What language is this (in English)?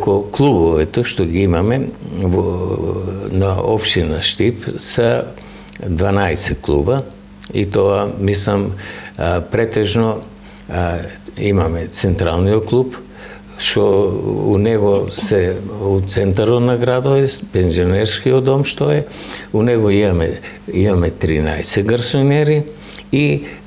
Macedonian